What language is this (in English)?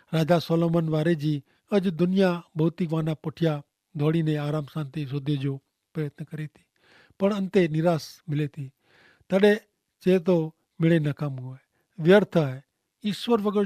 Kachhi